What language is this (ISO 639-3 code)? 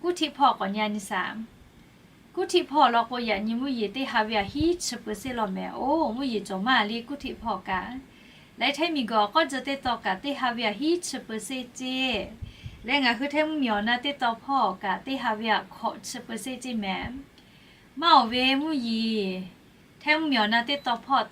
lhu